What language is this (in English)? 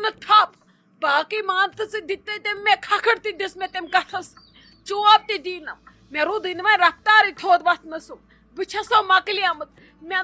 Kashmiri